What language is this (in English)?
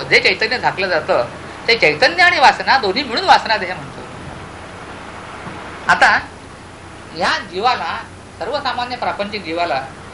Marathi